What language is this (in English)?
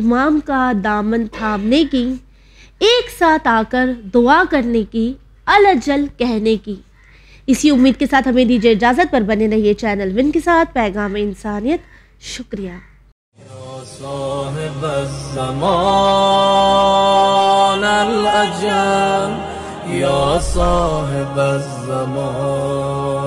Urdu